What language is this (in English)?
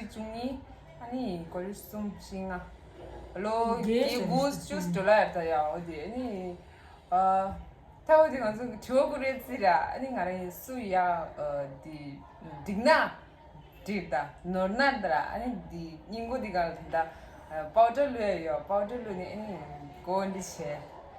Tibetan